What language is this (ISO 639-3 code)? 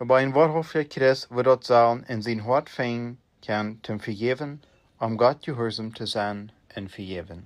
pdt